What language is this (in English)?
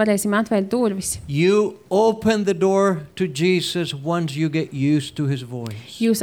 Latvian